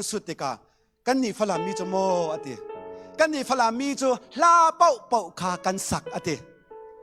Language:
Falam Chin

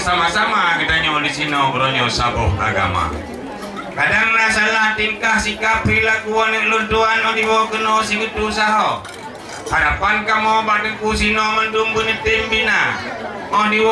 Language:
Achinese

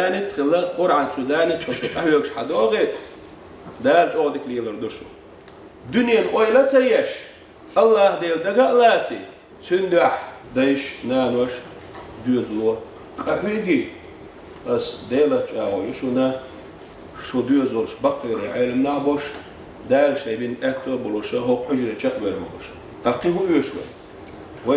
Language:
Chechen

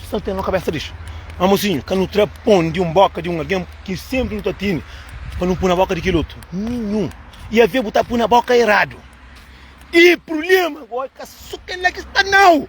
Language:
Kabuverdianu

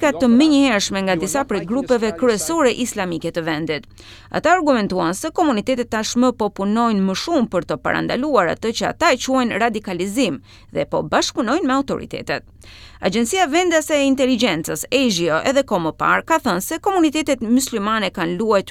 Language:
Albanian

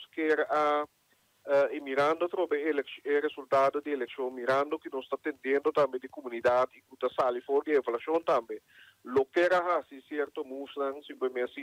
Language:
Papiamento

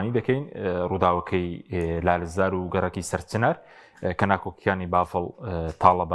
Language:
Central Kurdish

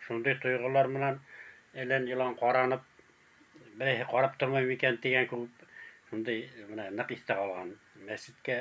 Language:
Bashkir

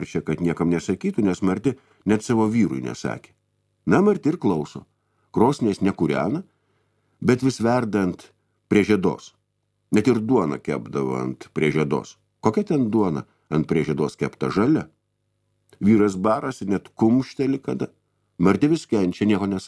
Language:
Lithuanian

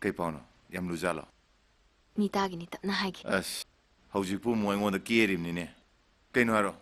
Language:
Manipuri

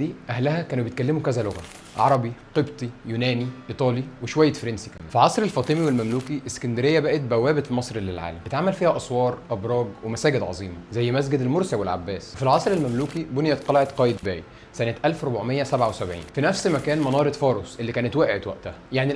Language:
Egyptian Arabic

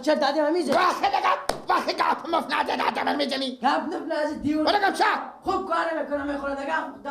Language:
Persian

